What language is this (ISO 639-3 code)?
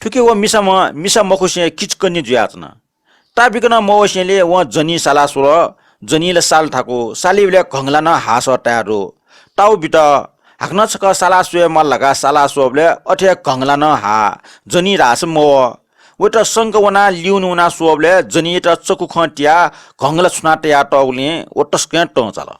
new